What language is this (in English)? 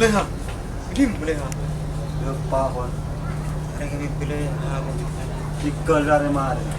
Madurese